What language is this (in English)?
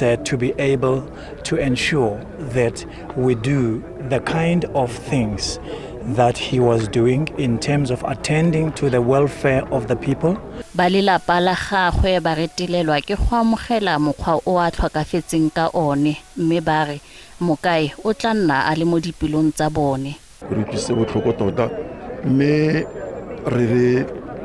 Tswana